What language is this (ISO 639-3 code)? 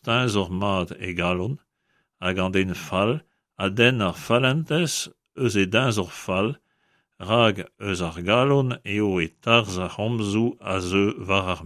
bre